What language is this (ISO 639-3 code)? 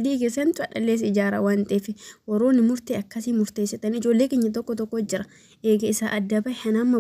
orm